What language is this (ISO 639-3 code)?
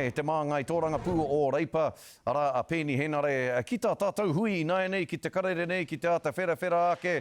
mri